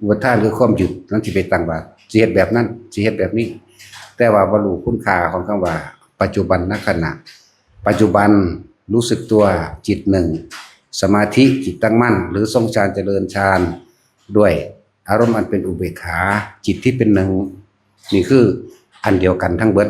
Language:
Northeastern Thai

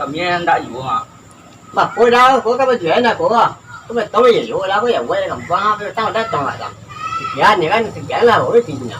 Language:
Minangkabau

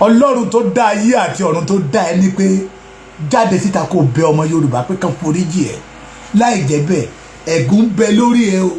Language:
Yoruba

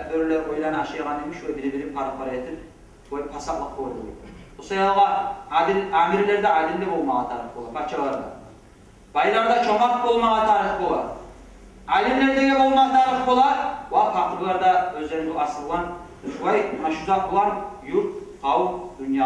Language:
Kumyk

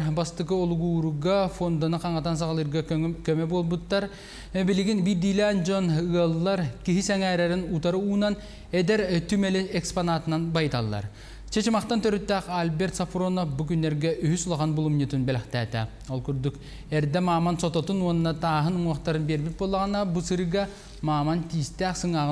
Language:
Yakut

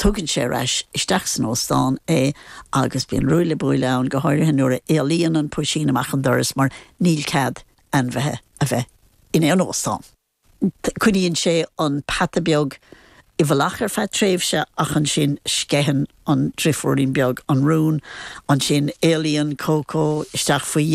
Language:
Irish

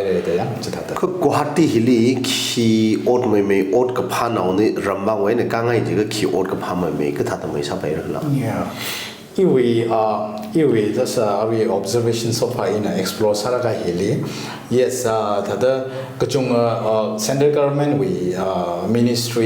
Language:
Tangkhul Naga (India)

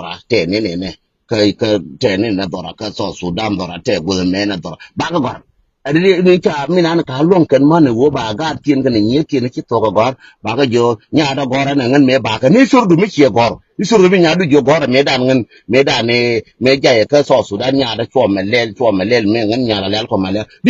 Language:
Nuer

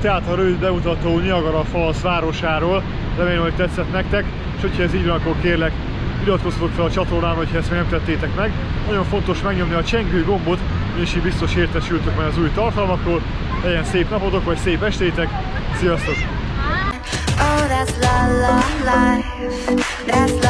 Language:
Hungarian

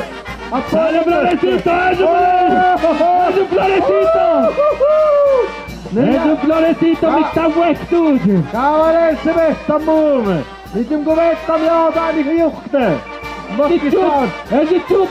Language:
Tlahuitoltepec Mixe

